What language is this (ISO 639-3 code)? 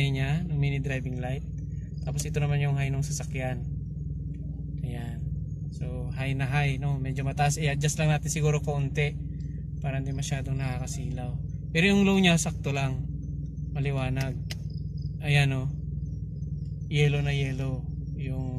fil